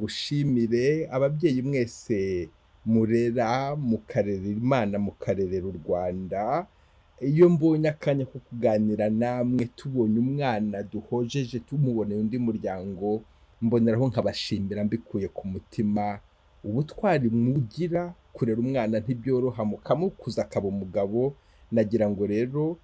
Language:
Kinyarwanda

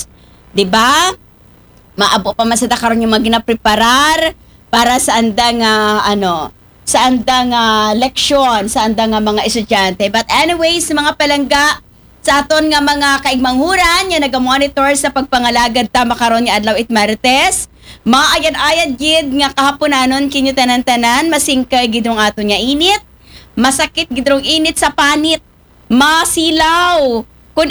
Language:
Aklanon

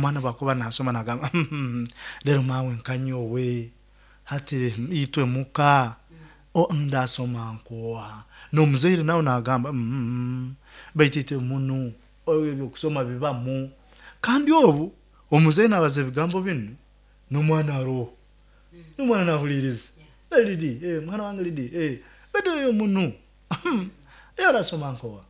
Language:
Nyoro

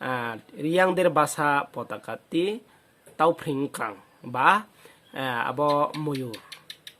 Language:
Riang (India)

